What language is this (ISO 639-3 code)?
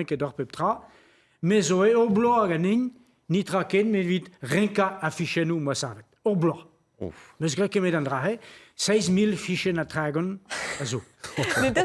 bre